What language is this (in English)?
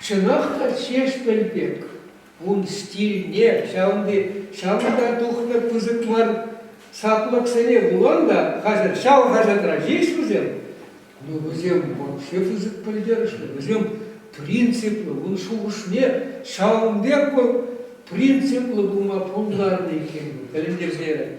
Chuvash